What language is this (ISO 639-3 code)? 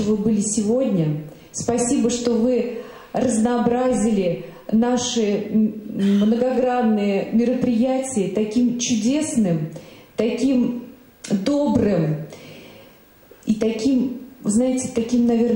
rus